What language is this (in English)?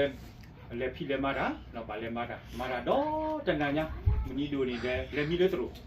S'gaw Karen